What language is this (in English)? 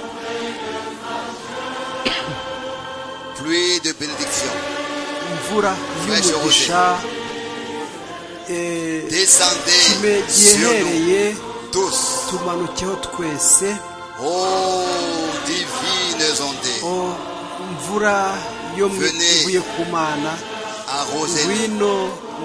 Kinyarwanda